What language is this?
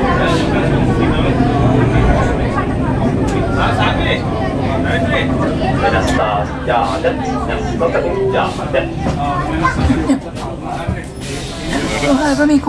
Swedish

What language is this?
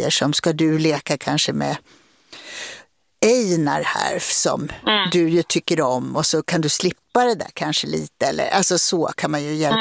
Swedish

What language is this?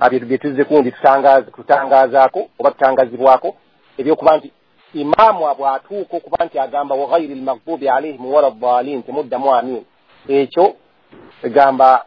Ganda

